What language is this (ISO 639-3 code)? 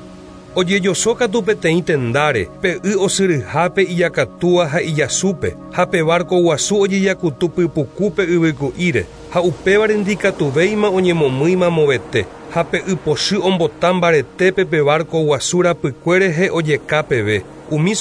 grn